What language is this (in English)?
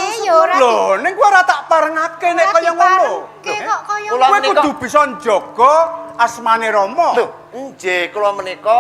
Javanese